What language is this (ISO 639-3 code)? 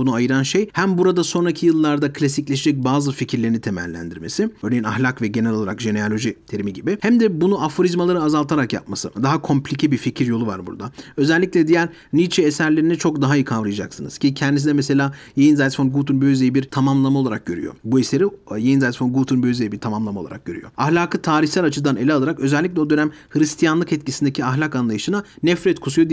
tur